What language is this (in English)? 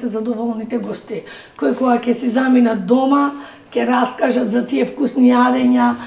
Macedonian